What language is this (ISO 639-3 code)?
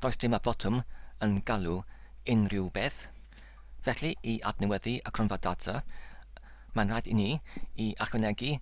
cym